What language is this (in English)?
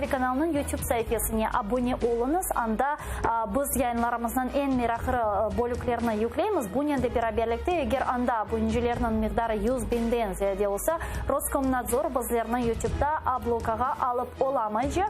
Crimean Tatar